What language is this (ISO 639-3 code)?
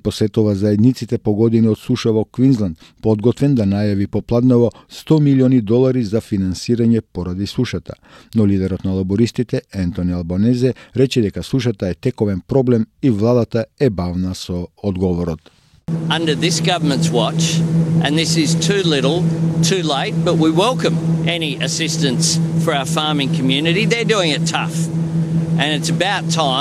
mkd